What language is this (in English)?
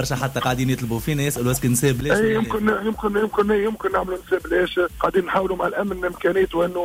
Tunisian Arabic